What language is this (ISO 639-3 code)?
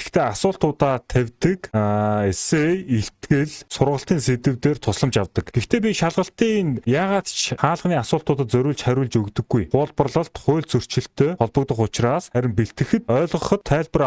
mon